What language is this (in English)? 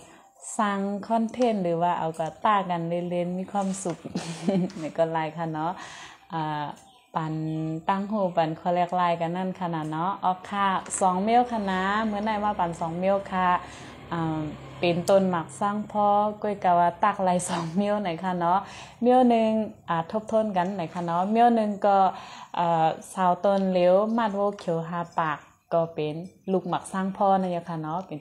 Shan